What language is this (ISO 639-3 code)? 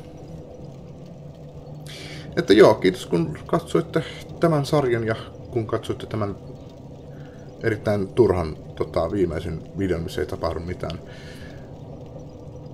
fin